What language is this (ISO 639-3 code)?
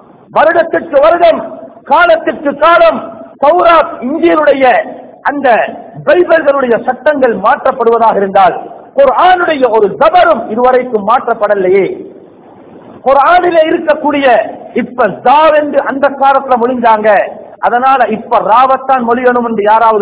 tam